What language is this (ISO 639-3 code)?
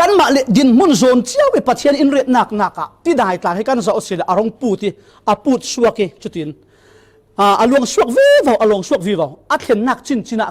cfm